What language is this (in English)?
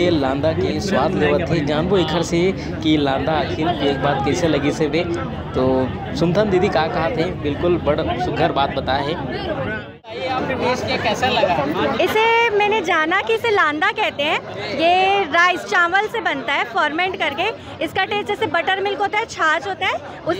Chhattisgarhi